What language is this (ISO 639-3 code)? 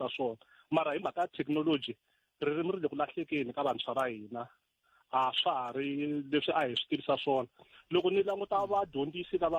tso